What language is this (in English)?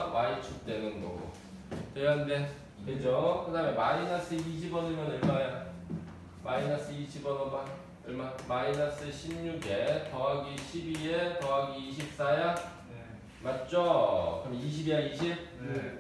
Korean